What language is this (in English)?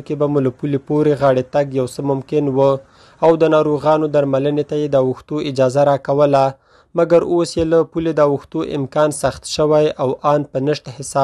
Pashto